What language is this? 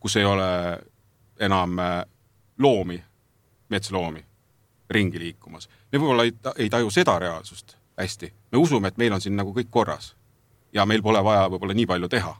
Estonian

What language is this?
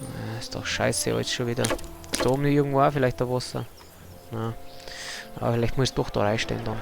Bavarian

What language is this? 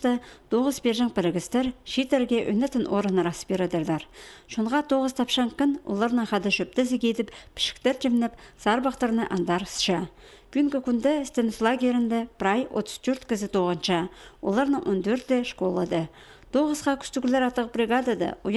Khakas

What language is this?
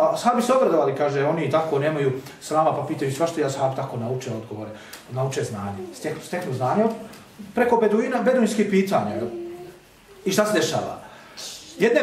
Bosnian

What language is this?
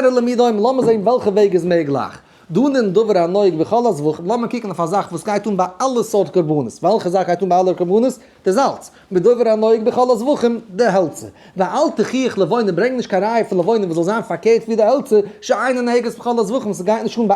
Yiddish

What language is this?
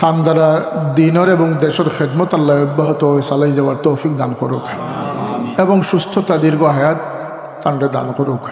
Sylheti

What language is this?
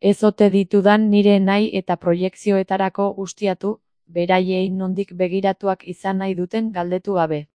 Basque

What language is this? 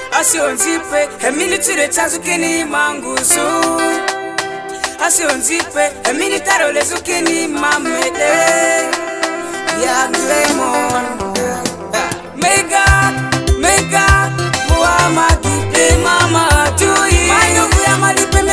Swahili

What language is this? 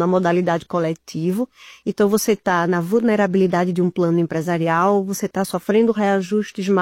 Portuguese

